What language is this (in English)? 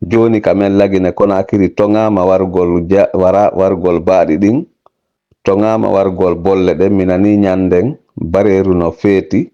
Fula